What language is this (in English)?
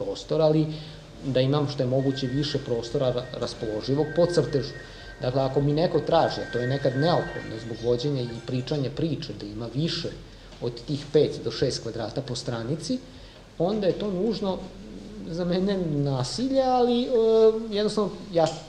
Serbian